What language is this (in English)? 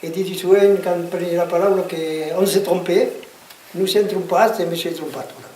Occitan